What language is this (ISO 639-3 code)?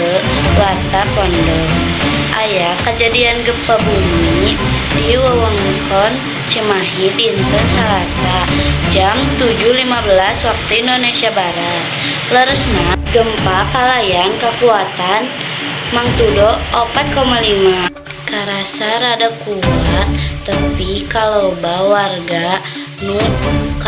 sun